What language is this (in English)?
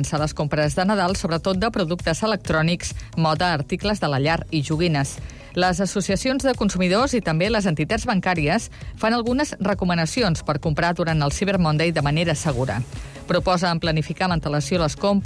Catalan